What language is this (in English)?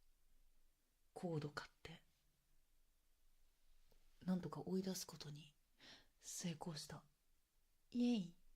Japanese